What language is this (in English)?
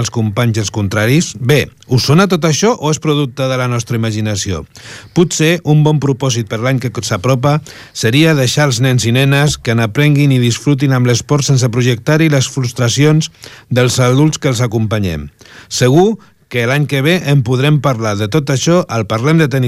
Catalan